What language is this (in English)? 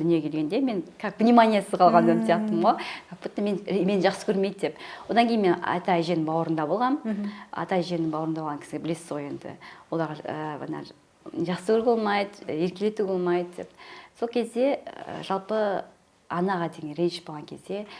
Kazakh